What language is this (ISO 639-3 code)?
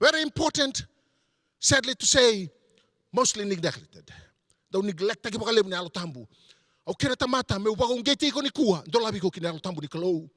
fij